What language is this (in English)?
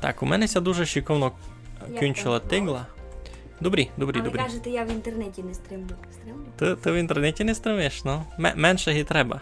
Rusyn